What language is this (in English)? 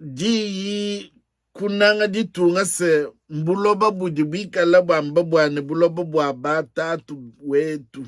Luba-Lulua